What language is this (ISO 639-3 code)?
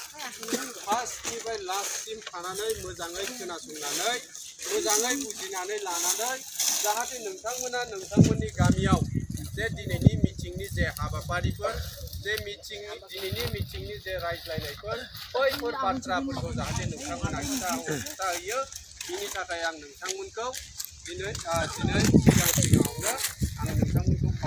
brx